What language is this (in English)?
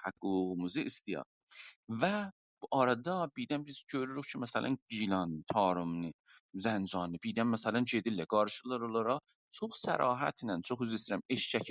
South Azerbaijani